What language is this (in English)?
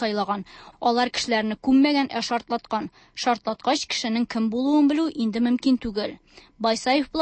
Tatar